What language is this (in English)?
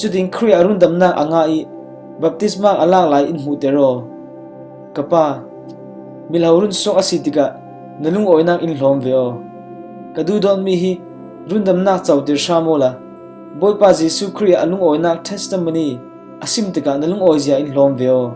Falam Chin